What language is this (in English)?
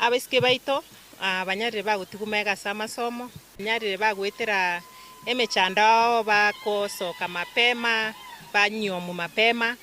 Gusii